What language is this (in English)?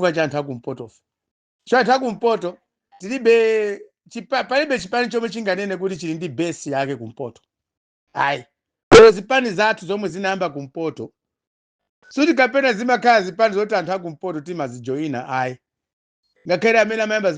Nyanja